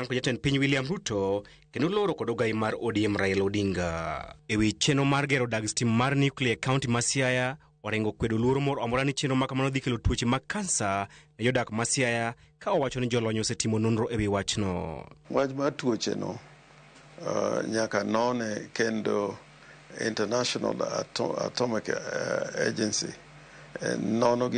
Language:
Luo (Kenya and Tanzania)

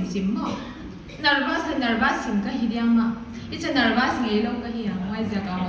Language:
Paite Chin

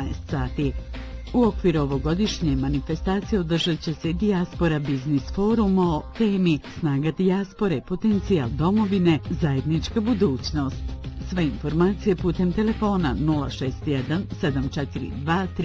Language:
Bosnian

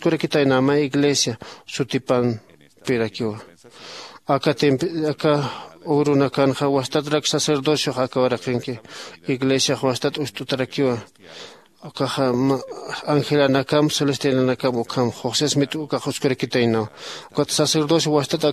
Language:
Aymara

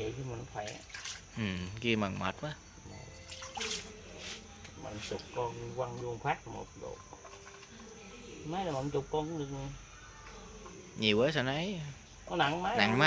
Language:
Vietnamese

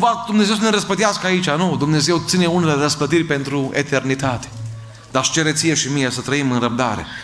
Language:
Romanian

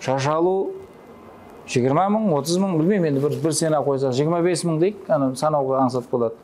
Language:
Kara-Kalpak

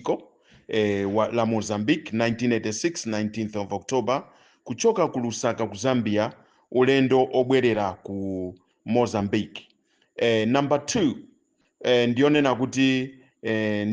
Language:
Nyanja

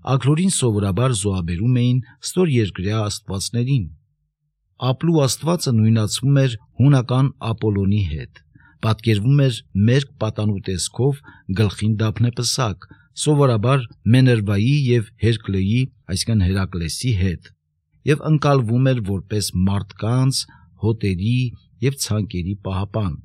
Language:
Armenian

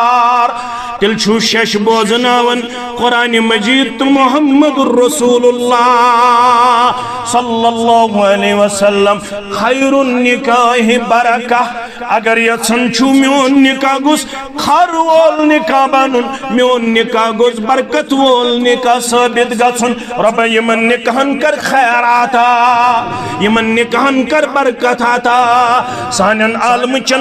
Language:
Kashmiri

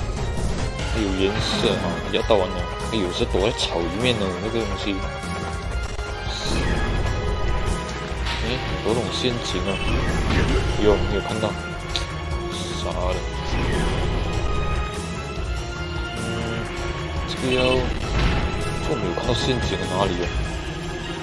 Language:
Chinese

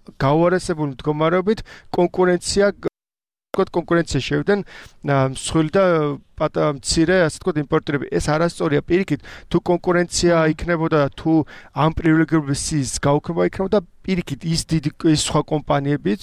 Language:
Georgian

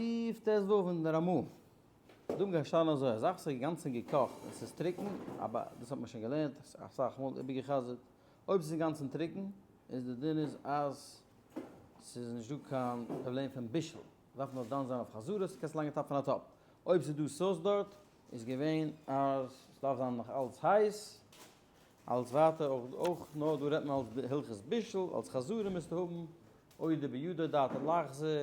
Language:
Yiddish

